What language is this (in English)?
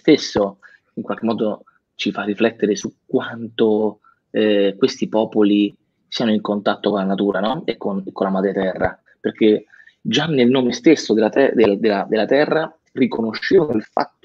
Italian